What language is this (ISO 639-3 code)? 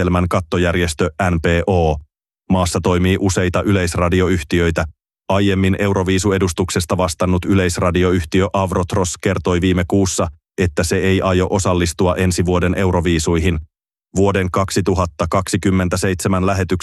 fin